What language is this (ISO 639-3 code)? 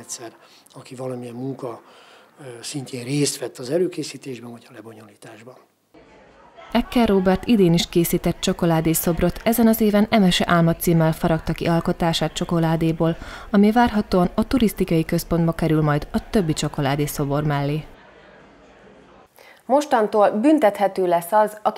hun